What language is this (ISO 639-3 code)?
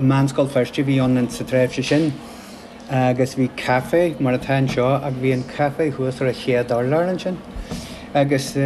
gle